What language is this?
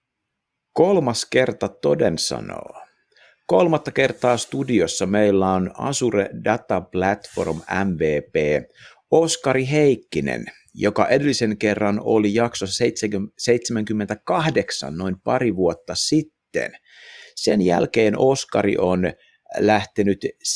Finnish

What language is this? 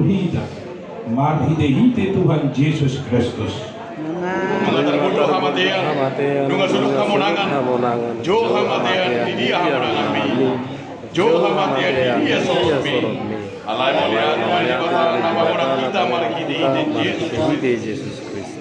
Batak Toba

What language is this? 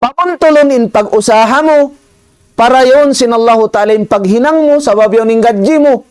Tausug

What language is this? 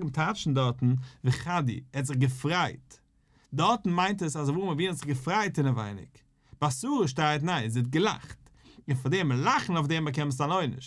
Yiddish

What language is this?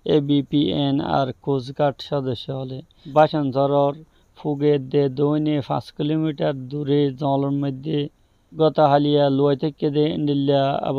Rohingya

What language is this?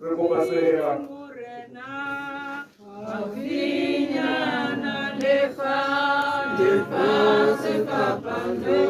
Tswana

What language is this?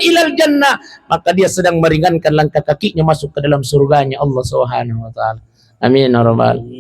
Buginese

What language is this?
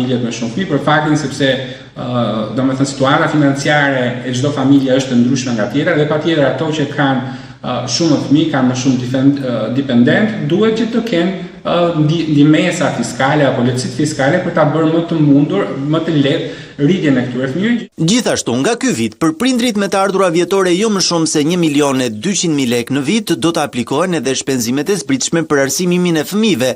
Albanian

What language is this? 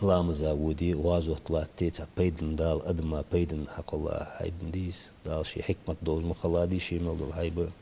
Ingush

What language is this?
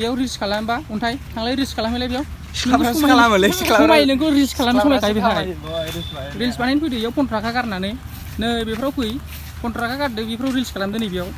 Bodo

